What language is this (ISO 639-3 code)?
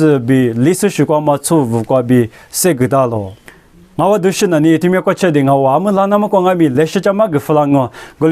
lis